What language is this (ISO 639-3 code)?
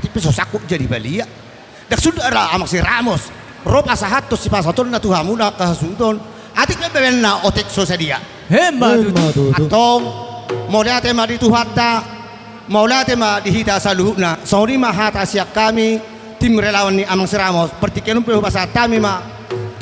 bbc